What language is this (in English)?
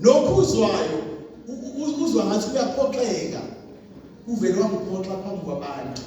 Zulu